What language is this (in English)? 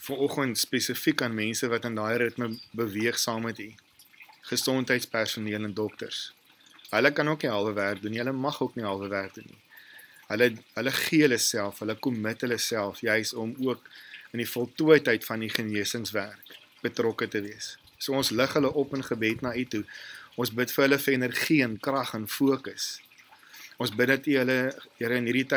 Afrikaans